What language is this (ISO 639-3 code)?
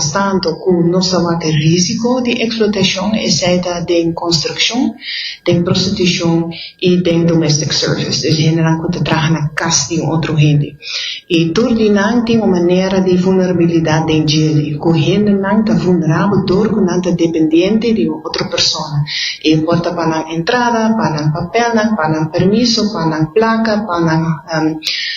pap